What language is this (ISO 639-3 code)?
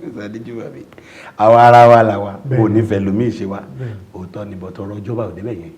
yor